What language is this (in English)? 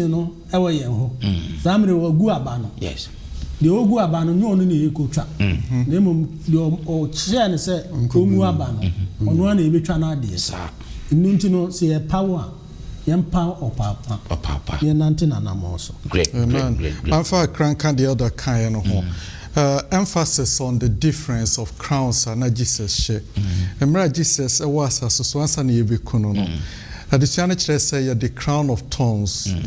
Akan